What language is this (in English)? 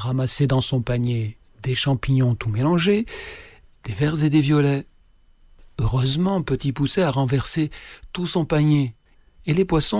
French